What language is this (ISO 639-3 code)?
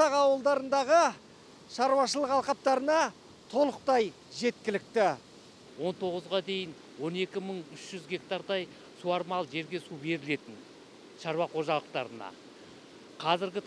kaz